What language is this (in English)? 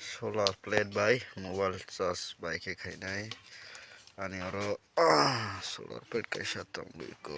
Kok Borok